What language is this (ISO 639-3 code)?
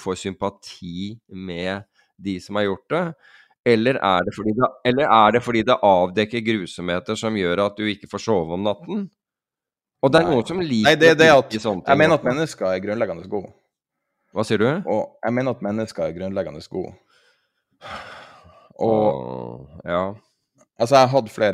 nor